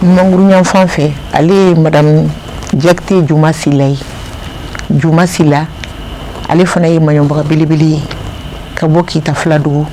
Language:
Bambara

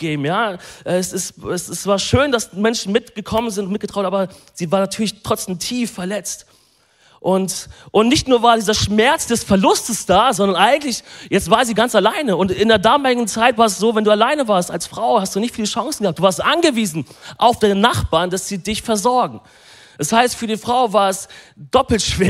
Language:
German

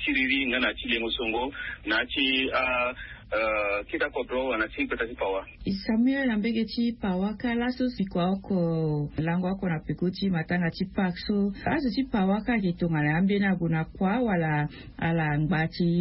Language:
Sango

